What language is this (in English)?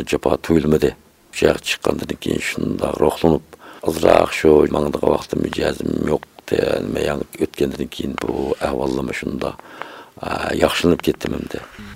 Uyghur